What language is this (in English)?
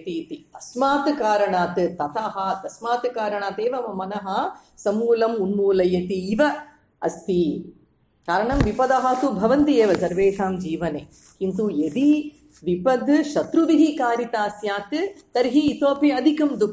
Sanskrit